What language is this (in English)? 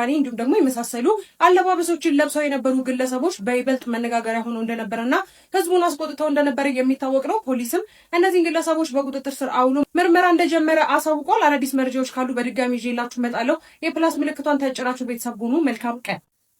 Amharic